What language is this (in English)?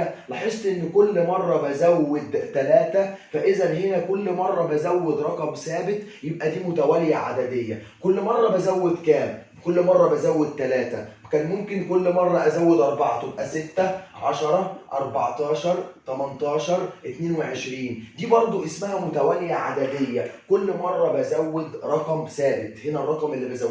Egyptian Arabic